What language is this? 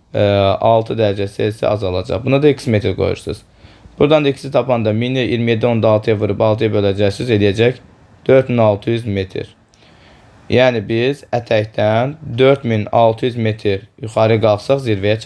Azerbaijani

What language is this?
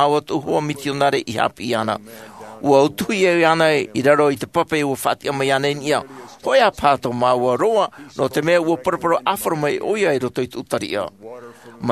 Tahitian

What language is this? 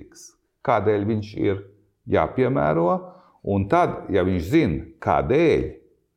Latvian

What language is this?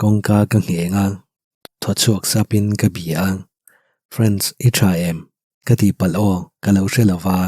Mizo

